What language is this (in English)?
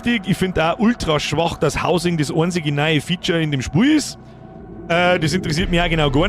Bavarian